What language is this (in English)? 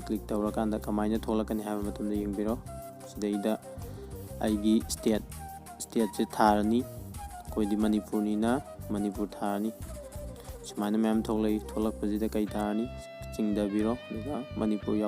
Manipuri